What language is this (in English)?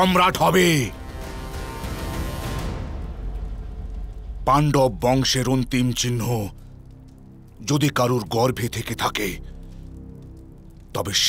Bangla